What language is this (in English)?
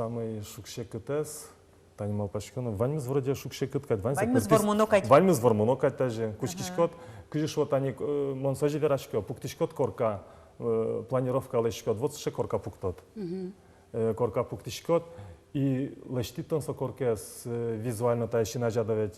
Udmurt